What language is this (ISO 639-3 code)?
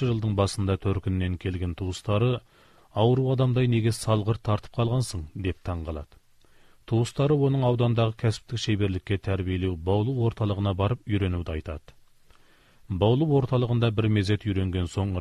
kaz